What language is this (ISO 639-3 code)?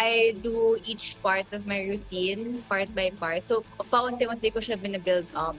fil